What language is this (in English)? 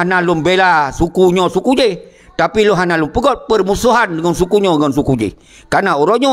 Achinese